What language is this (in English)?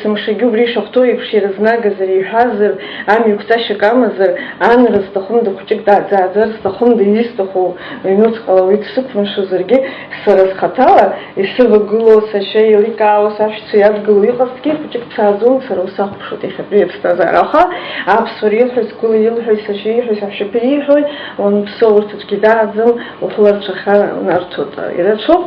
Abkhazian